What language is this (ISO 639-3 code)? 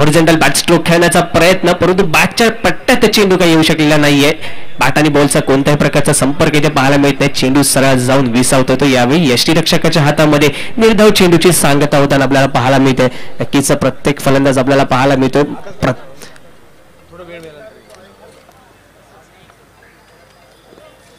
mar